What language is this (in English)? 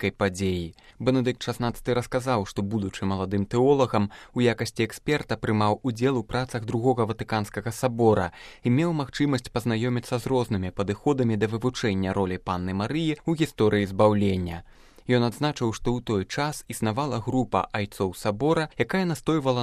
Belarusian